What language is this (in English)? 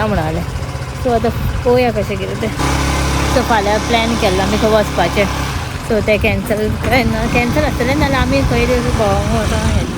Konkani